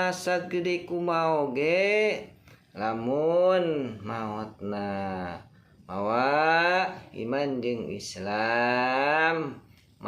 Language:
Sundanese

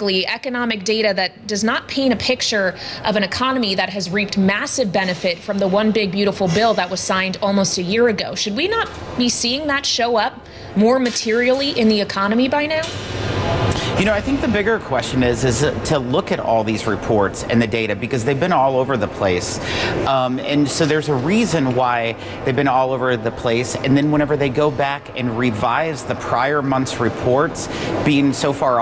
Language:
English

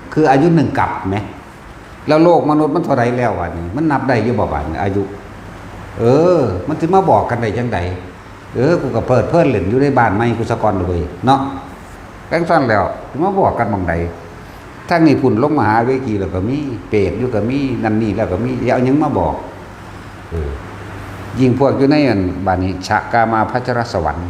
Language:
Northeastern Thai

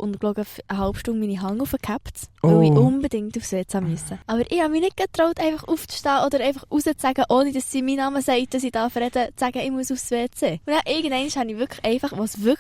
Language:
Swiss German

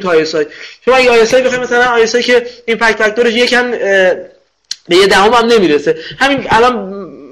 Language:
Persian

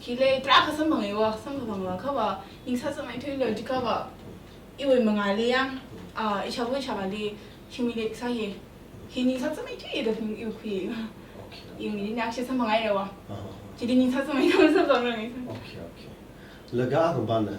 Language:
Tangkhul Naga (India)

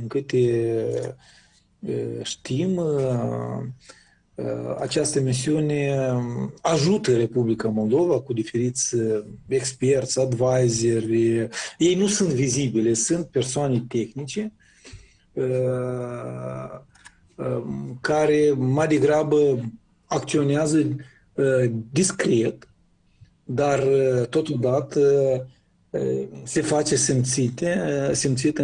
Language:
Romanian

